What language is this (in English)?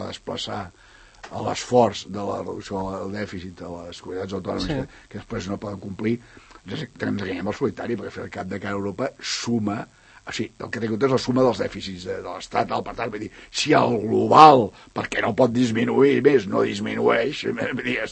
Catalan